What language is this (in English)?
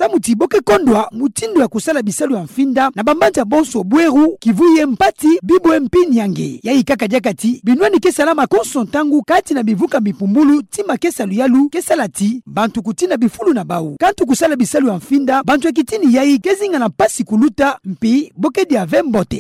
Kituba (Democratic Republic of Congo)